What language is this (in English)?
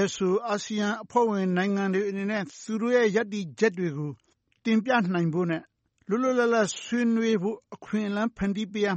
Burmese